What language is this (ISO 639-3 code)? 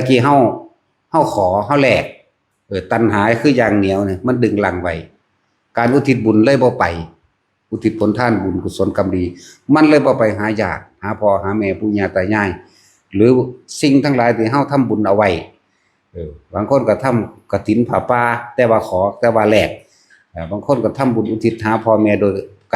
tts